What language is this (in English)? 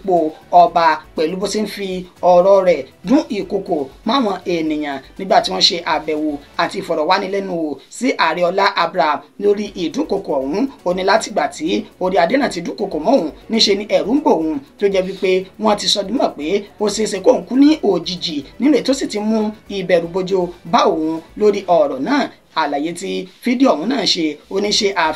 Yoruba